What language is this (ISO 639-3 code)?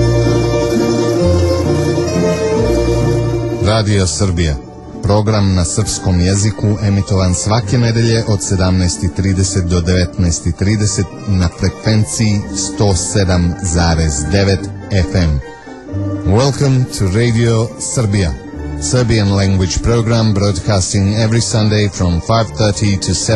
srp